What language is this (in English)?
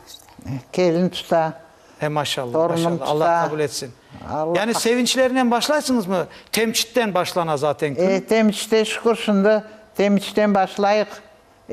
Crimean Tatar